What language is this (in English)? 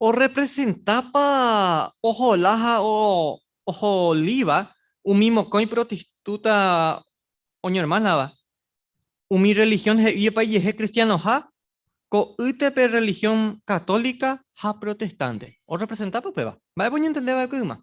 Guarani